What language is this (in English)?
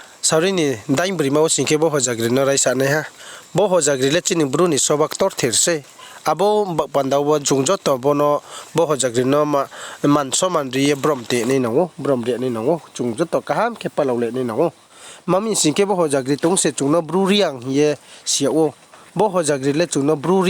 Riang (India)